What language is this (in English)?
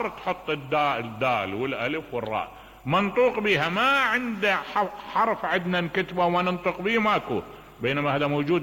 Mesopotamian Arabic